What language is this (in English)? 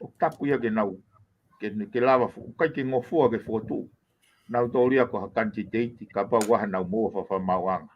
Tongan